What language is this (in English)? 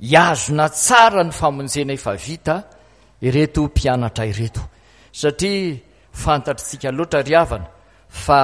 Malagasy